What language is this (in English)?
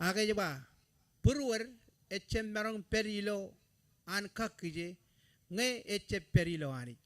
Marshallese